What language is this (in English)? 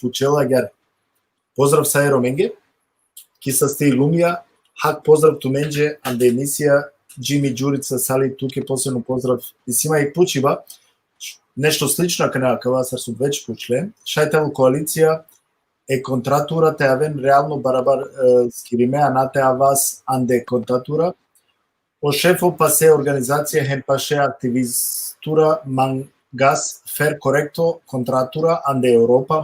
Balkan Romani